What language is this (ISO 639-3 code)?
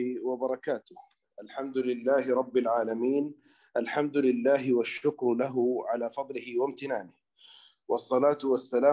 ara